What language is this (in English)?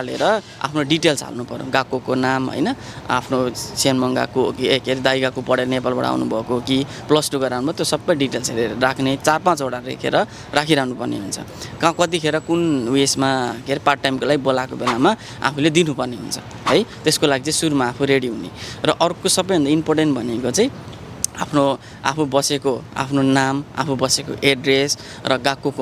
Nepali